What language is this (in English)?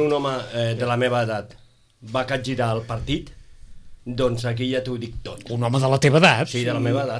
Catalan